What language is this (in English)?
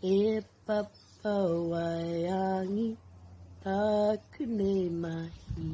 Māori